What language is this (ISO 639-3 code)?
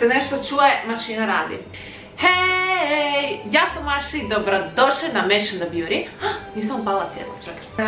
hrv